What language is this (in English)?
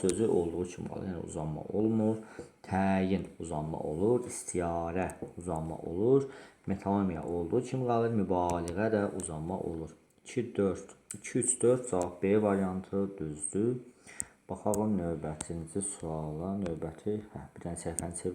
Azerbaijani